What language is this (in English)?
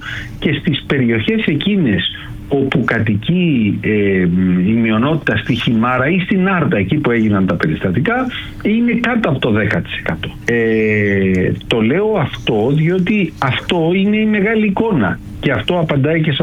Greek